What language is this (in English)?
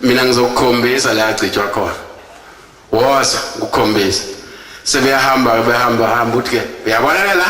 Zulu